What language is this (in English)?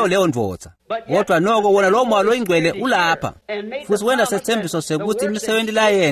Swati